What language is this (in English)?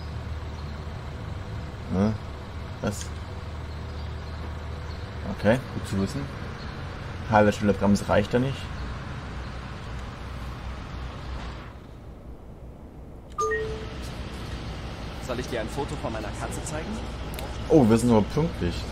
German